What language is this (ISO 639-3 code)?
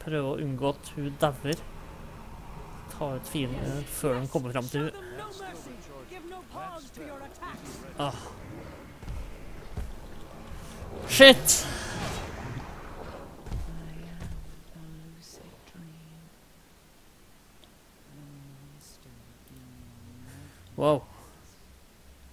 nor